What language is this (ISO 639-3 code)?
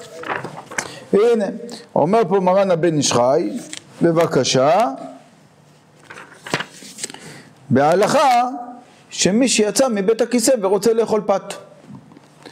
heb